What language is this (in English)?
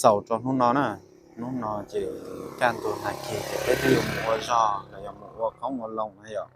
Hmong